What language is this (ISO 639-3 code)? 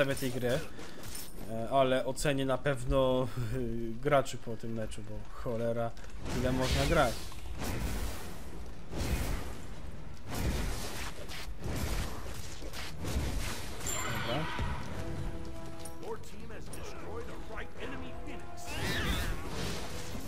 pol